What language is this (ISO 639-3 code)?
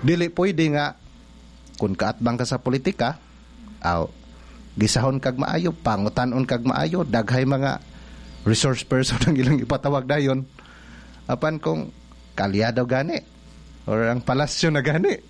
ceb